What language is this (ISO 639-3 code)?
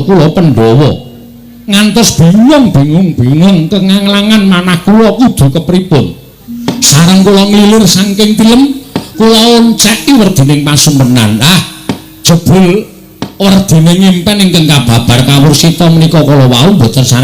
jav